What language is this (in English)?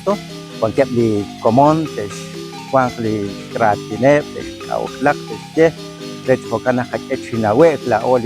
Kekchí